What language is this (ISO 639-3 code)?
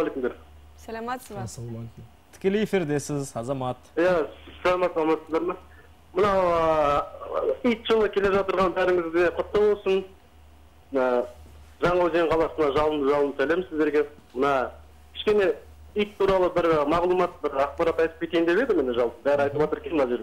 kaz